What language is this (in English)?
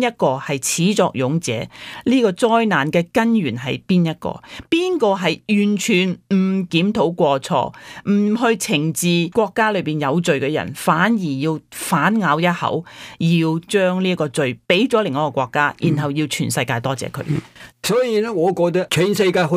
Cantonese